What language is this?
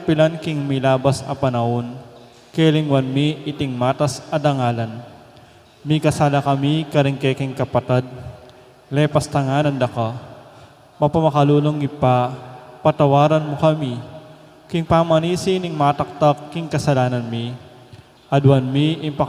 Pampanga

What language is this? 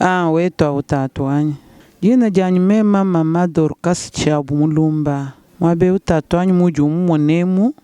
Luba-Lulua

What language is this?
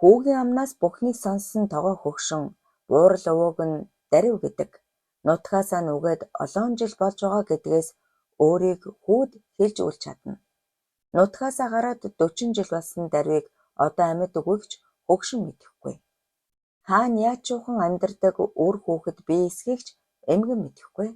Mongolian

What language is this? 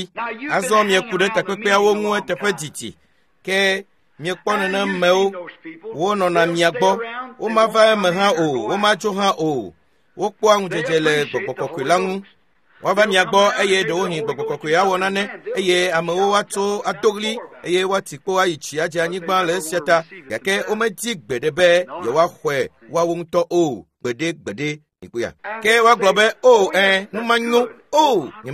Ewe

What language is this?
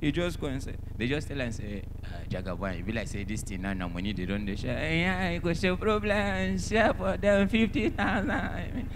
Nigerian Pidgin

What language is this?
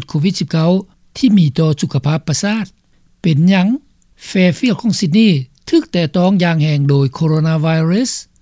Lao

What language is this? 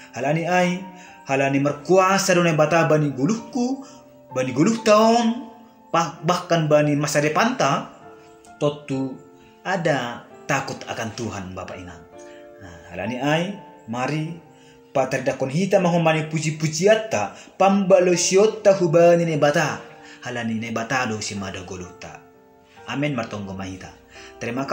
Batak Simalungun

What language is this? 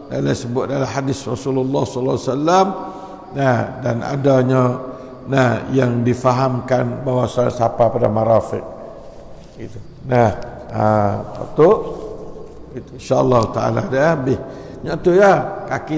Malay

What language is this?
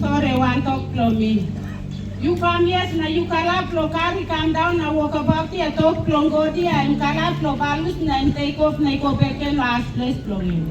Tok Pisin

